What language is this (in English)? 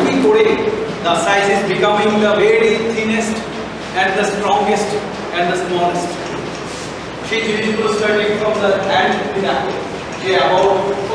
Bangla